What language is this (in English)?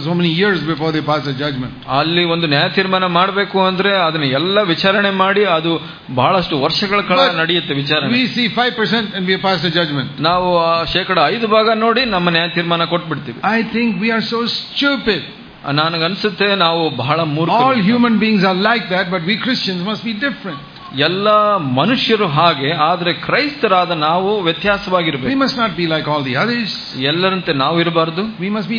Kannada